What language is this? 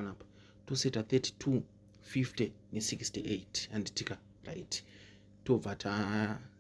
Shona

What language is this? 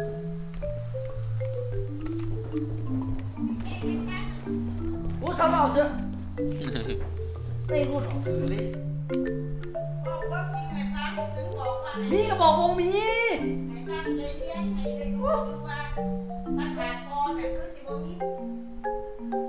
Thai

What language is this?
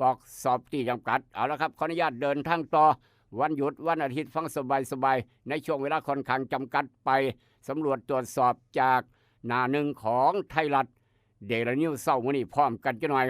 Northeastern Thai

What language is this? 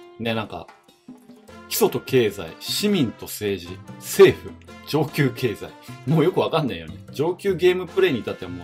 Japanese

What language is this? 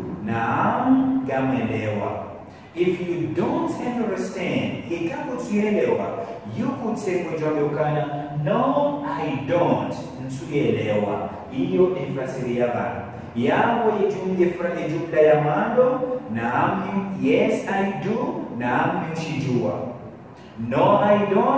Ngazidja Comorian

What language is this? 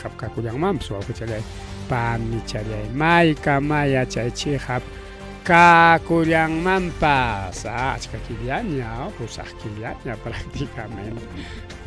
Ayacucho Quechua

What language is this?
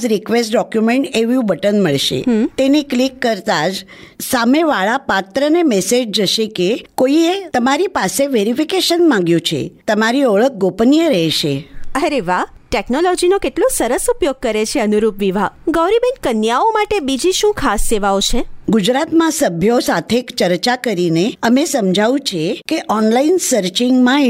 Gujarati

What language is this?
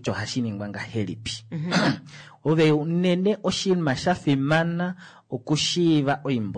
Kuanyama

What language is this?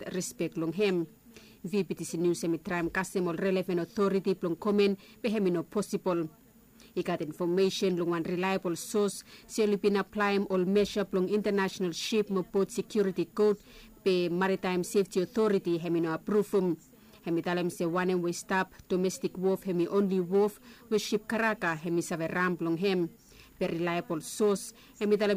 Bislama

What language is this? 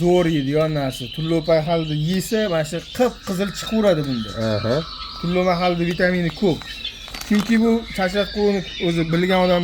Uzbek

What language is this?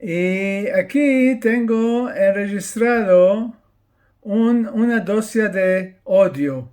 Ladino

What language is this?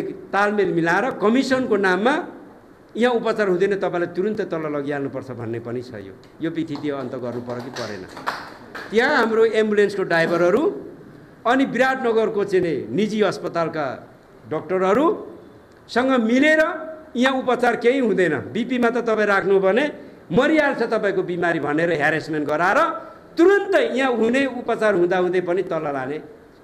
Nepali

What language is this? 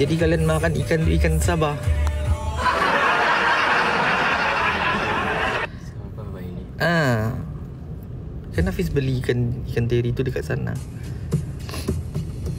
Malay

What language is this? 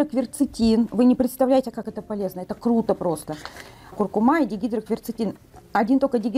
Russian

